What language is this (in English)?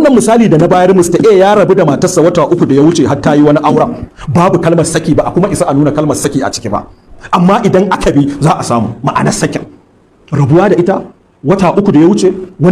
Hausa